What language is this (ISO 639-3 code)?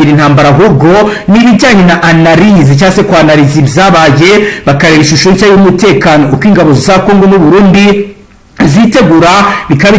kin